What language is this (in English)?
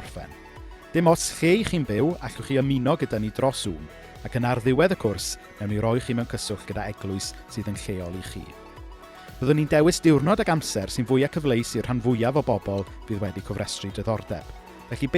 Welsh